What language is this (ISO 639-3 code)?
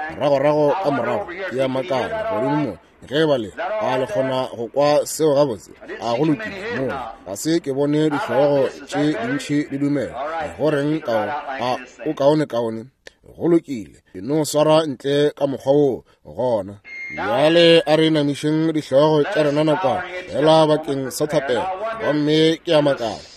nso